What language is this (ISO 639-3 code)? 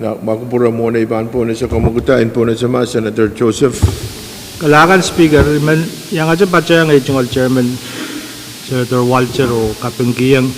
pon